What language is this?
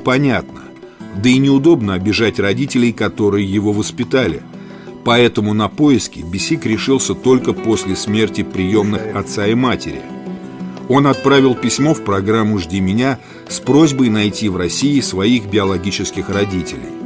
Russian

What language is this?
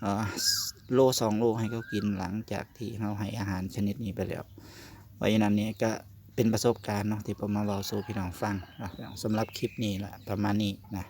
Northeastern Thai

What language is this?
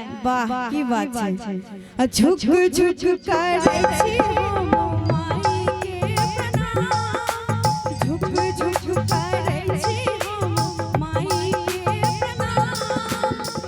Maithili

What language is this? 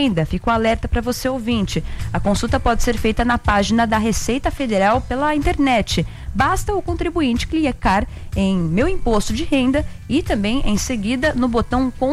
Portuguese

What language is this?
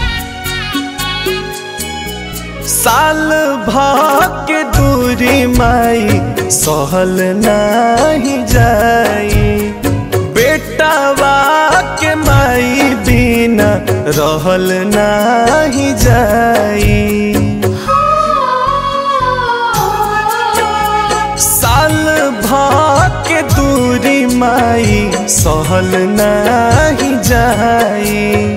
Bhojpuri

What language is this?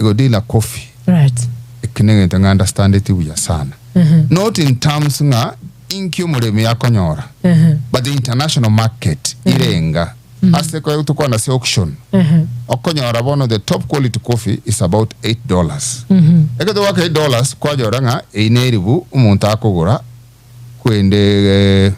Gusii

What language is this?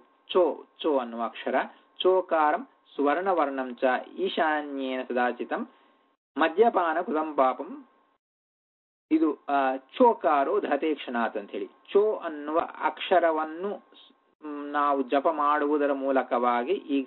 Kannada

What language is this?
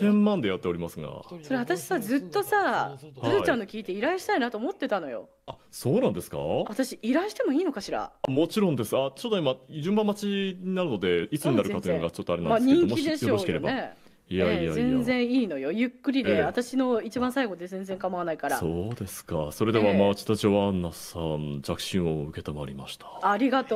Japanese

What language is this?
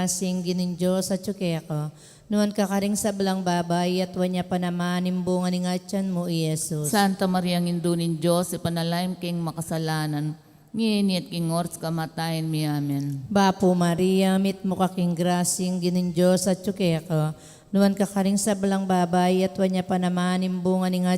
Pampanga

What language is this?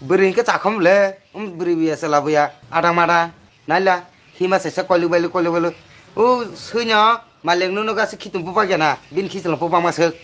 Kok Borok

